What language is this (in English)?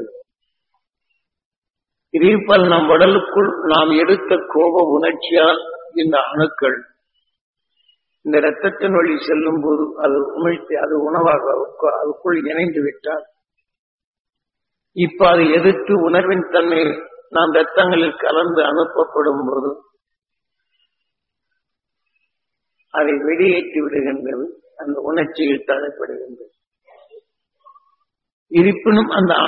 Tamil